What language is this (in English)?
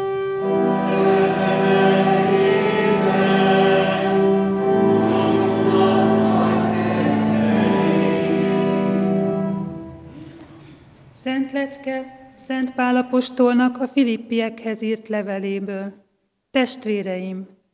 Hungarian